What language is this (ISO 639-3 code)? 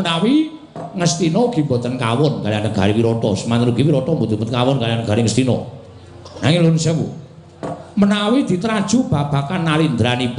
jav